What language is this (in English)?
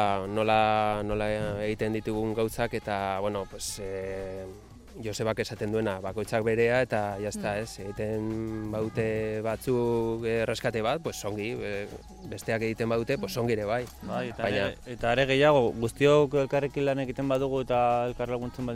Basque